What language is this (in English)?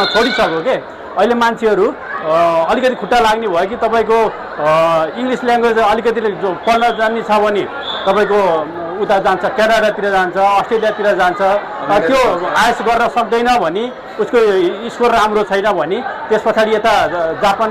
Nepali